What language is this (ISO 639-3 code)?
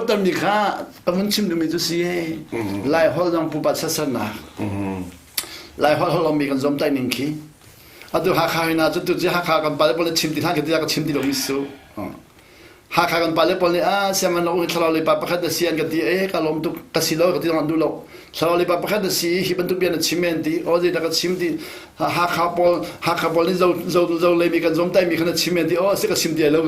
cnh